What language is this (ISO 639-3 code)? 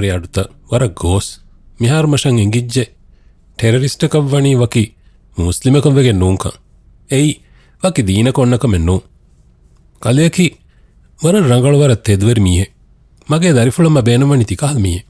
div